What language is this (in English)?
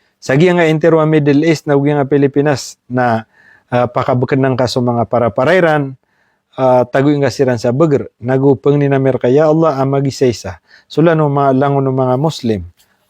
Maranao